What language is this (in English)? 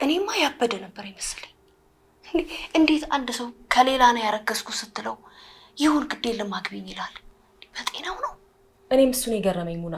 Amharic